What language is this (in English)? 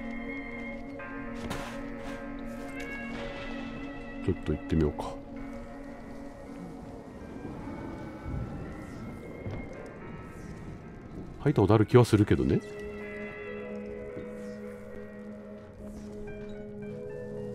Japanese